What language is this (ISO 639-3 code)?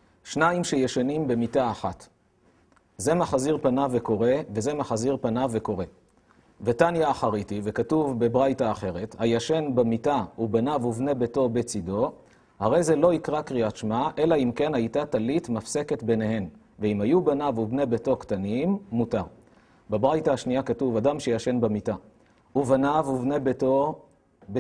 heb